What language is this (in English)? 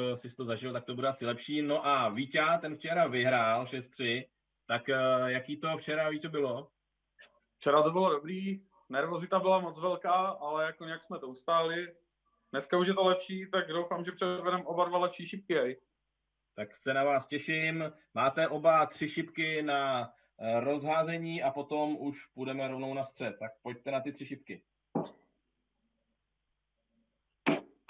Czech